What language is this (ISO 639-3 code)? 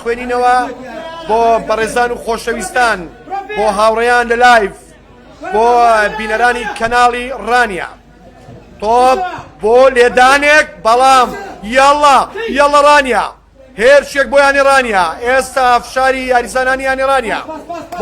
ckb